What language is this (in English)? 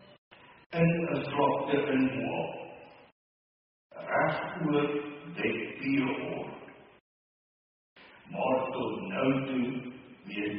Afrikaans